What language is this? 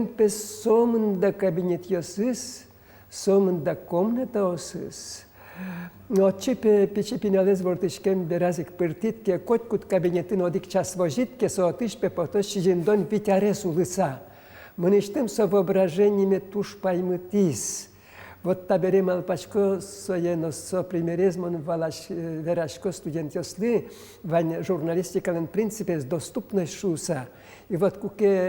Udmurt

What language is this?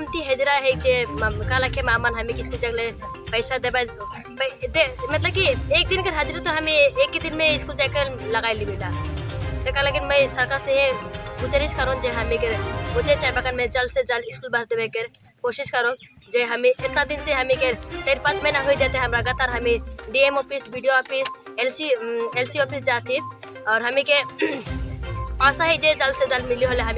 Sadri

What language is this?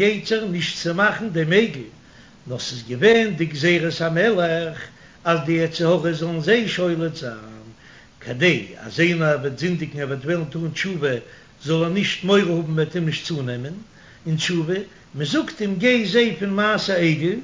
Yiddish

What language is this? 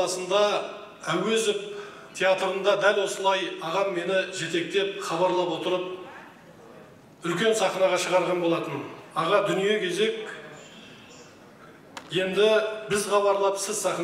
Kazakh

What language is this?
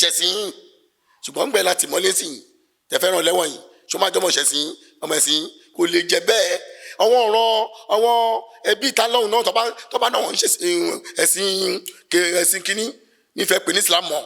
Yoruba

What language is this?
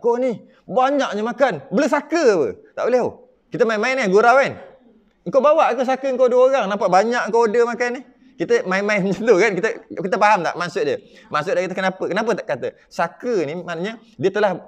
Malay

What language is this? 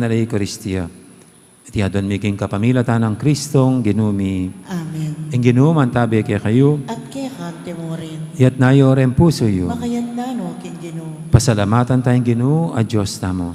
Pampanga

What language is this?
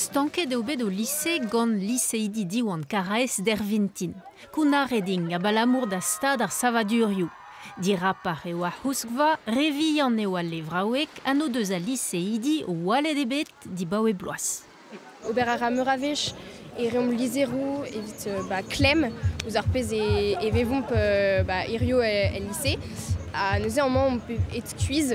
Breton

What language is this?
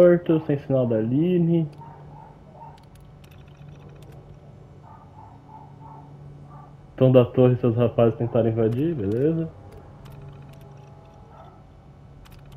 Portuguese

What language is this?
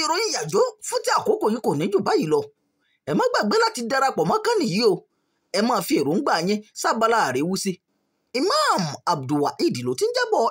Yoruba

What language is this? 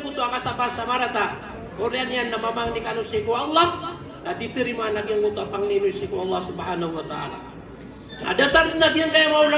Maranao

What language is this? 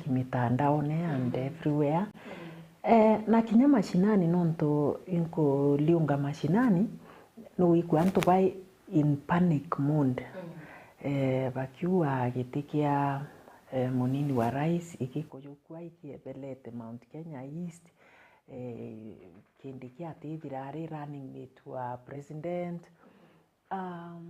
Meru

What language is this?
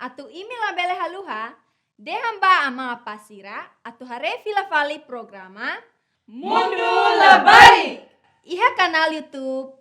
Tetum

